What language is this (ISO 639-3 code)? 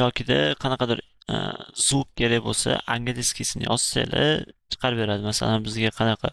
uzb